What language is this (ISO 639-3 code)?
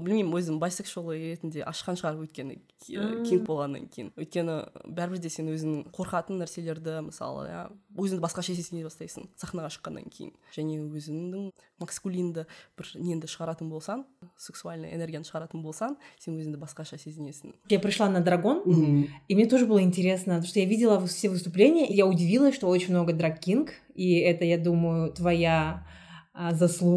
kaz